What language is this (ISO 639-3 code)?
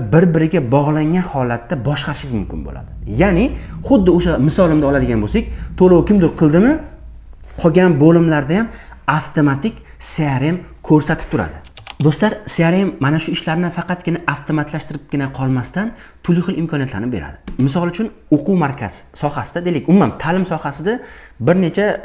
uzb